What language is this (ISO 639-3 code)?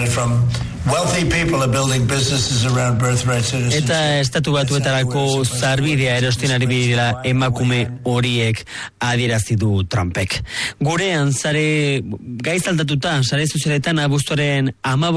eus